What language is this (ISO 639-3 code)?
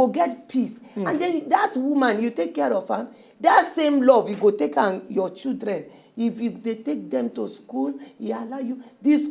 pcm